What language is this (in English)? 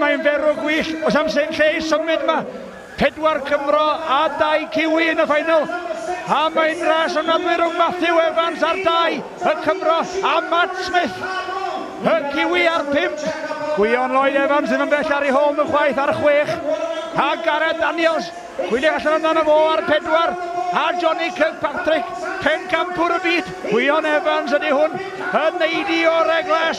Welsh